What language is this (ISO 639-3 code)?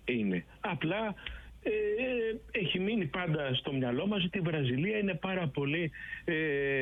ell